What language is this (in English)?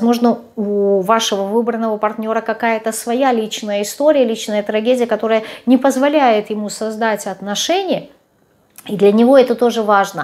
Russian